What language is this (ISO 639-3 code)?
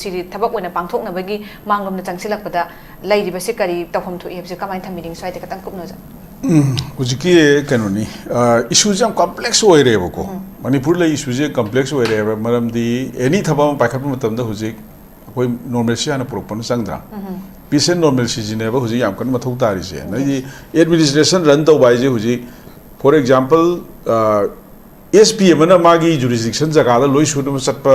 mni